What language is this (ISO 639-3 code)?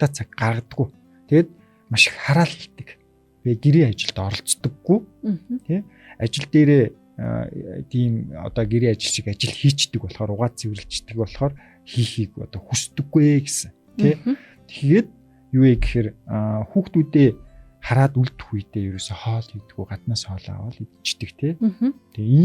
mon